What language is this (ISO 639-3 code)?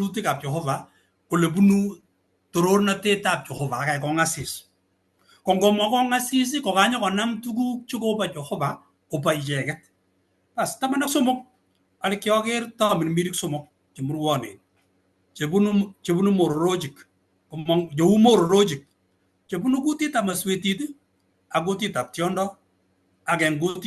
kln